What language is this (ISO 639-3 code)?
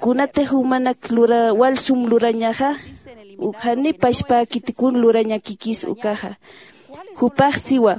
aym